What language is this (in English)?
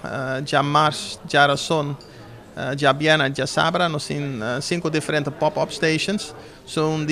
Papiamento